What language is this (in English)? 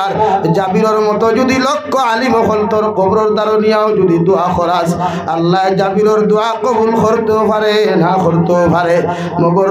Sylheti